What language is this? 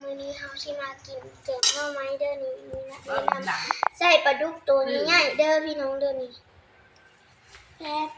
Lao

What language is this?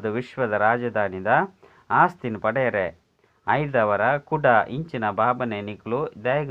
Tulu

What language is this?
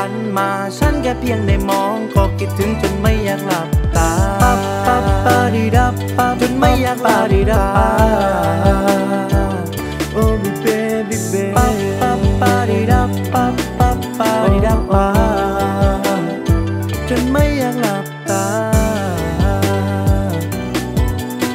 Thai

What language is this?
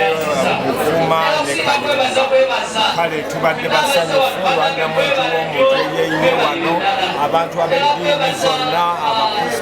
Ganda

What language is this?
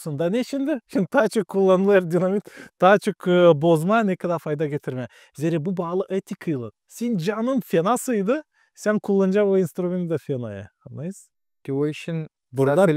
Gagauz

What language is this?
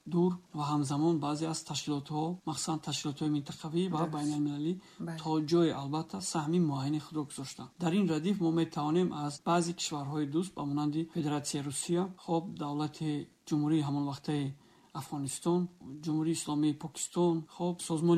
Tajik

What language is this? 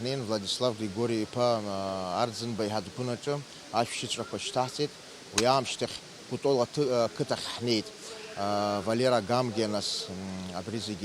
Abkhazian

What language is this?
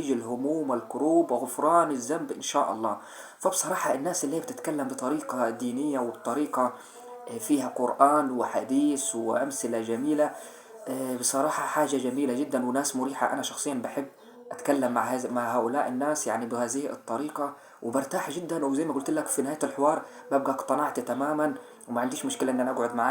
Egyptian Arabic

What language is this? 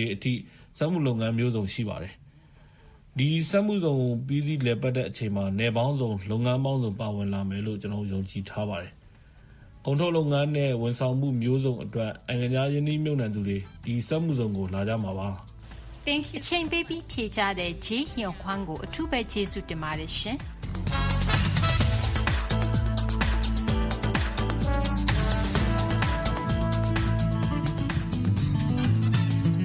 Burmese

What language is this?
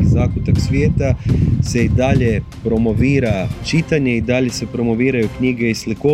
Croatian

